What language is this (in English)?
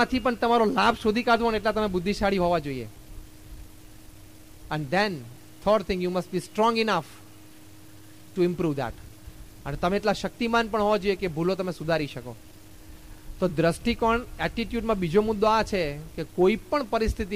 Gujarati